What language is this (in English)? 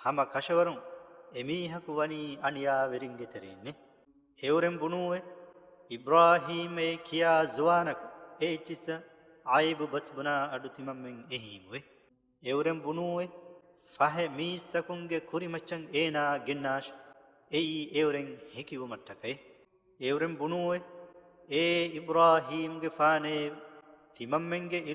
Divehi